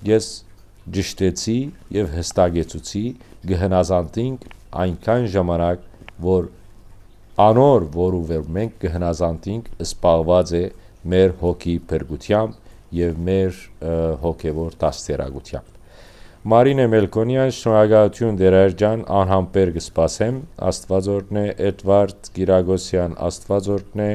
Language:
Western Armenian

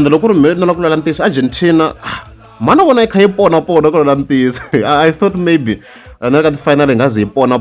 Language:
Tsonga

